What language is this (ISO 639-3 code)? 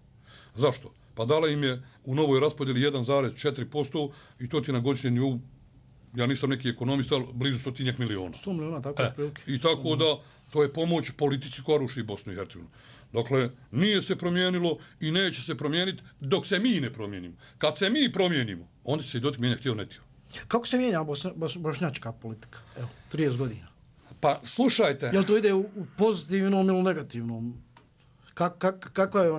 bos